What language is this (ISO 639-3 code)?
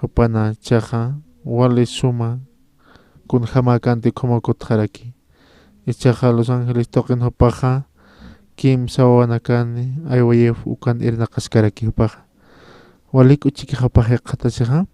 aym